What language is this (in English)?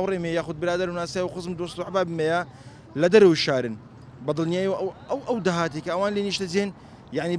Central Kurdish